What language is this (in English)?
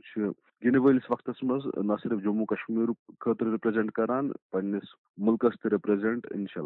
Kashmiri